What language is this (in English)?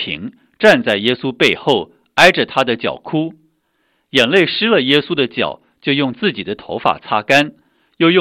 Chinese